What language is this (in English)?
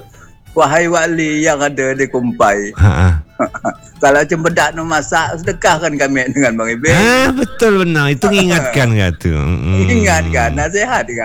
Malay